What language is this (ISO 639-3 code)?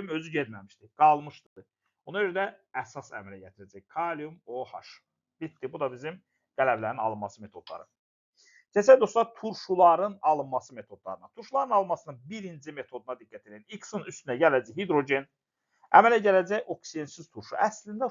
aze